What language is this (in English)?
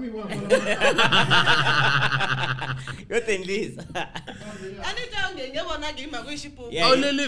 Tsonga